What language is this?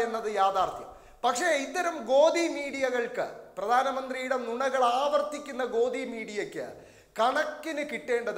Malayalam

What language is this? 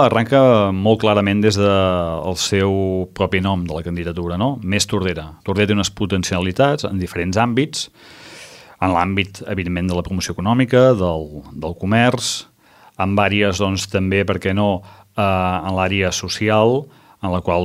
Catalan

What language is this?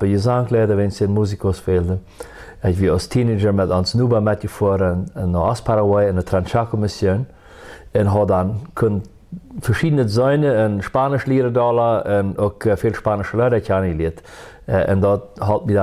Plautdietsch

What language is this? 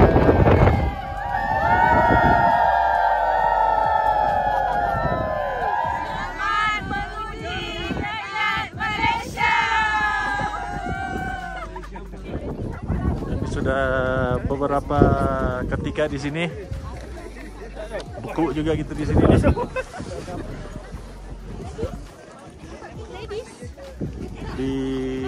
Malay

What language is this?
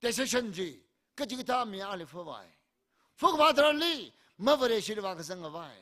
Tangkhul Naga (India)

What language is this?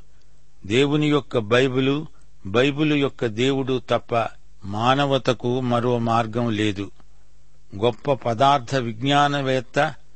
Telugu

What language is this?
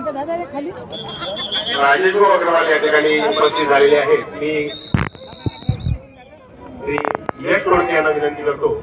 Marathi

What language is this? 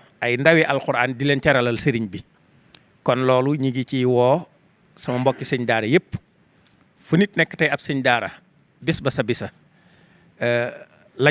Wolof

